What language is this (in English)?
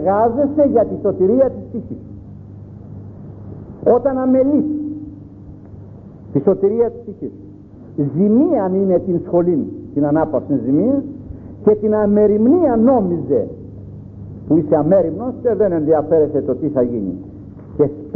Greek